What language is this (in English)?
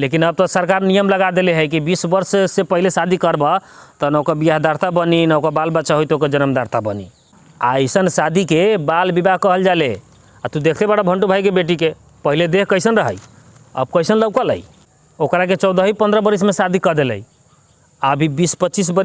Bhojpuri